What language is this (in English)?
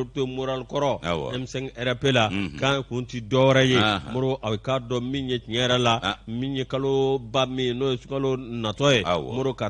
Bambara